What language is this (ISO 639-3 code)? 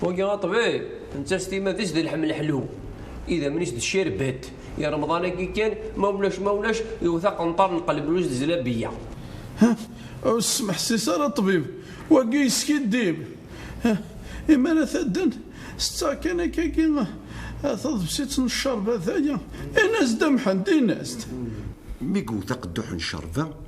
kab